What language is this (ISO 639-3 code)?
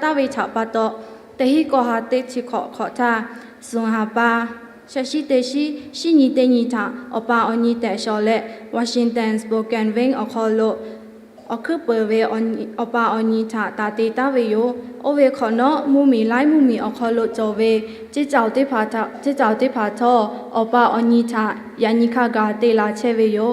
lhu